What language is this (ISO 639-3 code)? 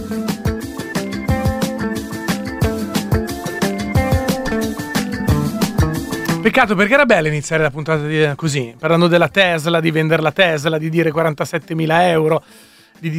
ita